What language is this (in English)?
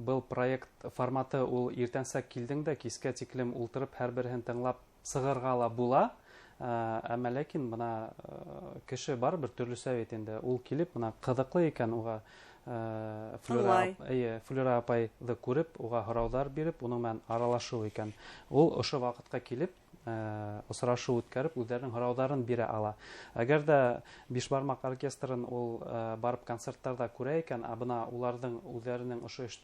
Bashkir